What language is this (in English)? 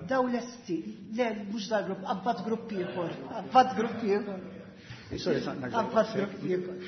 Maltese